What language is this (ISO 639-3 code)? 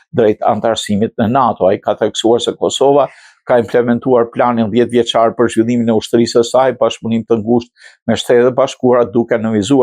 sqi